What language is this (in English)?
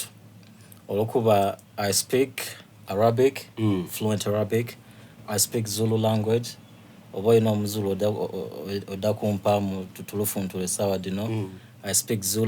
Soga